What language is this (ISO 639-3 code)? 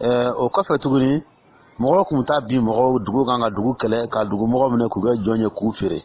dyu